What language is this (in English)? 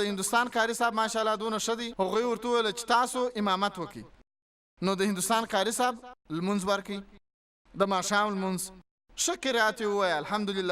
Pashto